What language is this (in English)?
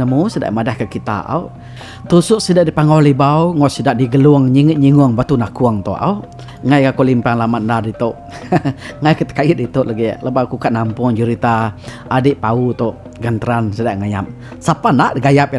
Iban